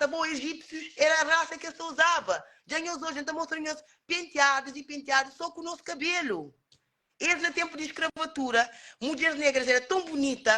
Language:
Kabuverdianu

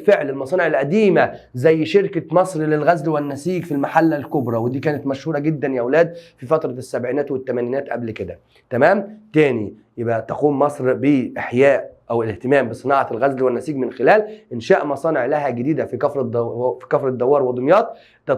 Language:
Egyptian Arabic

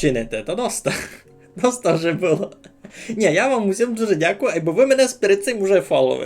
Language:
Rusyn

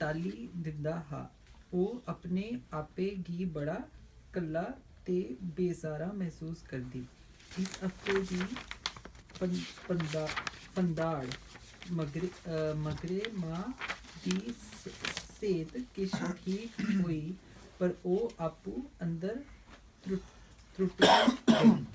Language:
Dogri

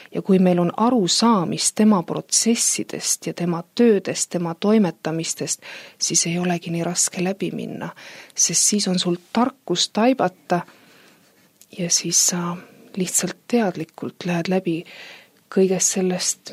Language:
Estonian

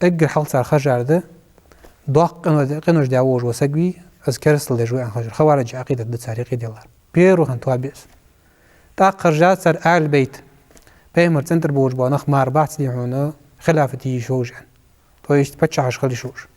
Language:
Ingush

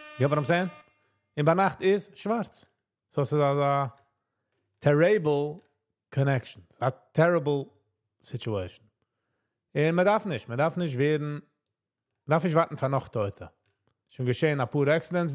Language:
Yiddish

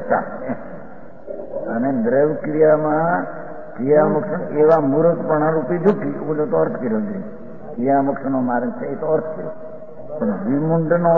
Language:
Gujarati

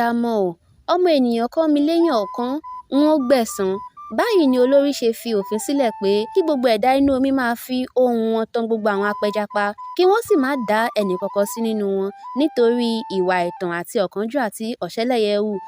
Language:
Yoruba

